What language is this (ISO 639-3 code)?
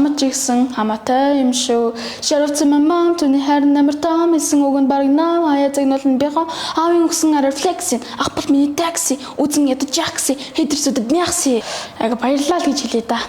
mon